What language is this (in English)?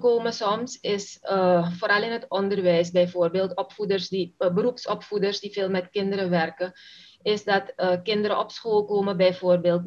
Dutch